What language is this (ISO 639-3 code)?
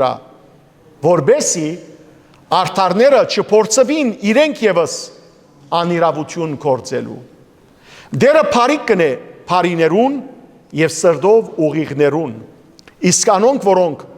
hyw